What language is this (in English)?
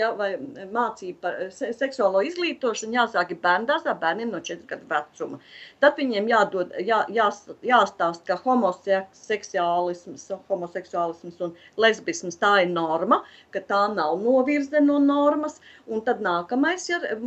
Latvian